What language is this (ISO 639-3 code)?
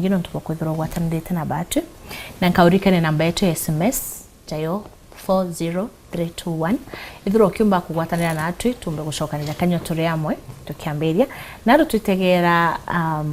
mer